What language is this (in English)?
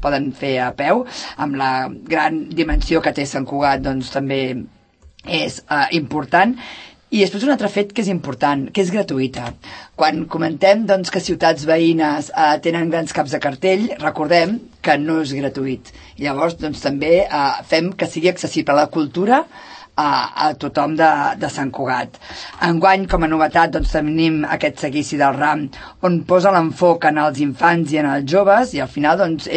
Catalan